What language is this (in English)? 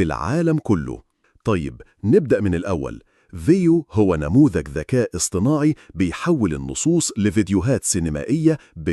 Egyptian Arabic